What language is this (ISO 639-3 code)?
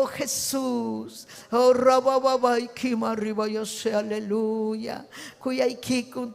quy